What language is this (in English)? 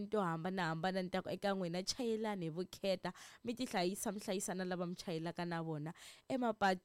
Tsonga